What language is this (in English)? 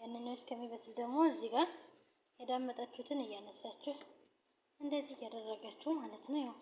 Amharic